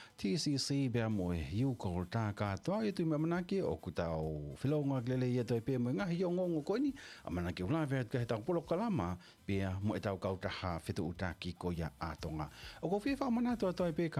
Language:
Tongan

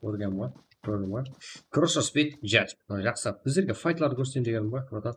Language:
Kara-Kalpak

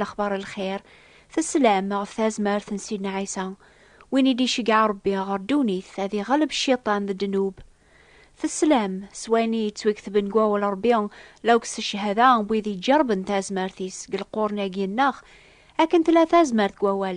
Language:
Kabyle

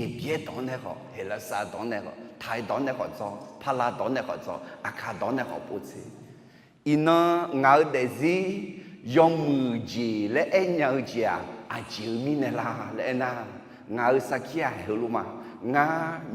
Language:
Akha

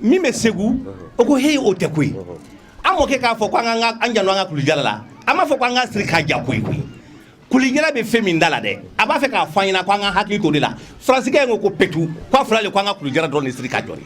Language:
Bambara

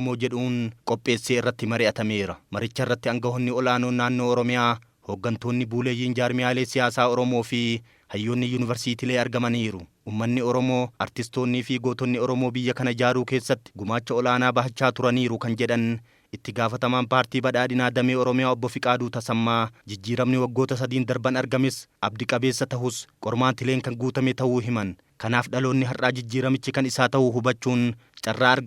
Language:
Oromo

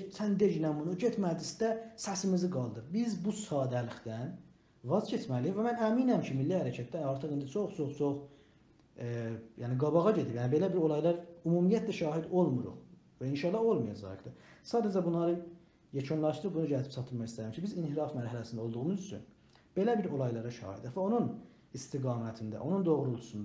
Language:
South Azerbaijani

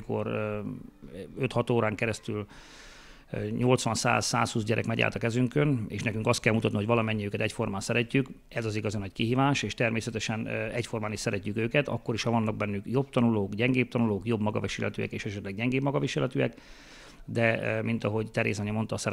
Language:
Hungarian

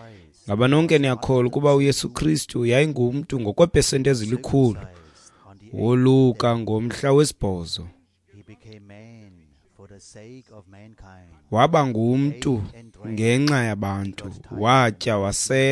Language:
Xhosa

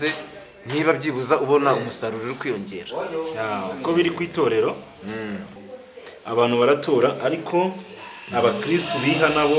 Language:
Kinyarwanda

